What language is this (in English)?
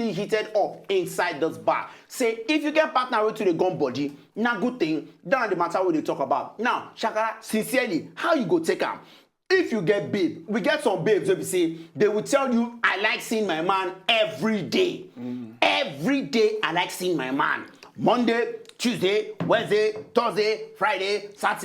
Nigerian Pidgin